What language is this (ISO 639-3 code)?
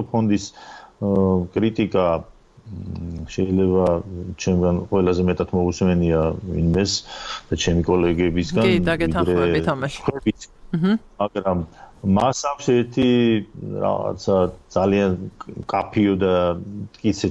kat